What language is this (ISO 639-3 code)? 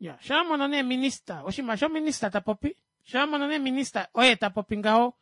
kua